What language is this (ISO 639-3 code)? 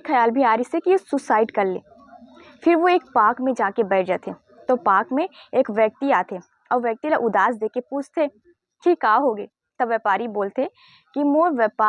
hne